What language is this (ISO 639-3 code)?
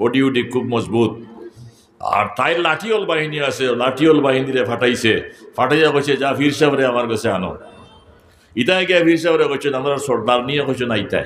syl